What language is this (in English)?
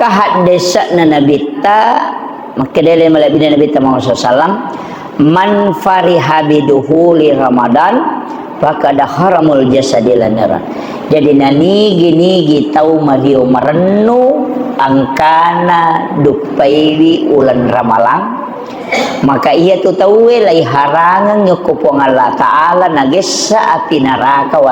Buginese